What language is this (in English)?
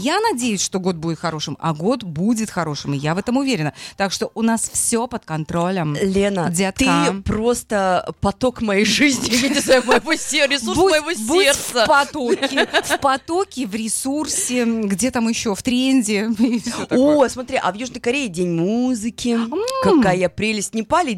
Russian